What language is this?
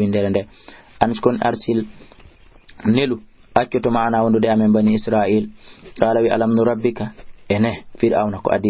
Fula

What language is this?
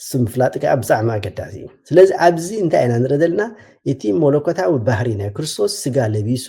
Tigrinya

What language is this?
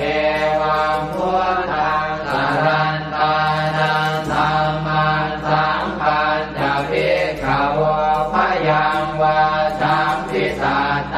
Pali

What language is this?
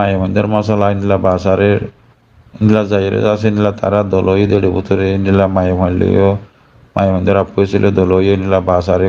Rohingya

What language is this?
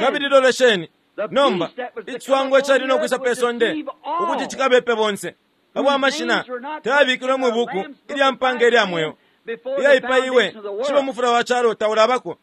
Bemba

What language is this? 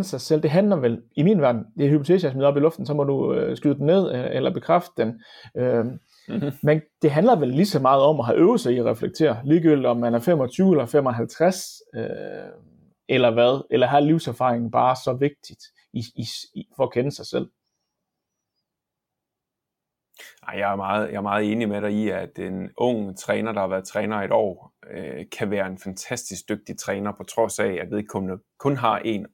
Danish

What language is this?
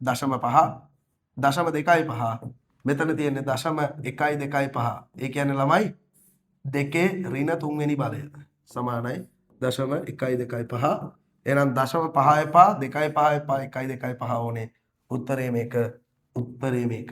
Sinhala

